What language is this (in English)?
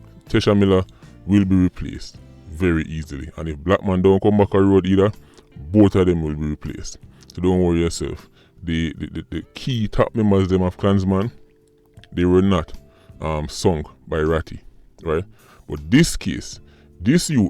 Jamaican Creole English